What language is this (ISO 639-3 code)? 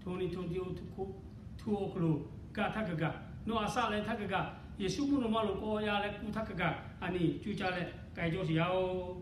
lhu